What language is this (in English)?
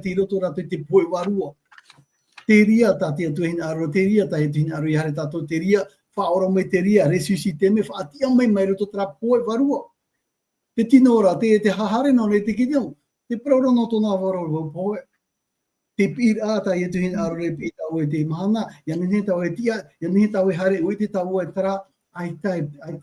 Tahitian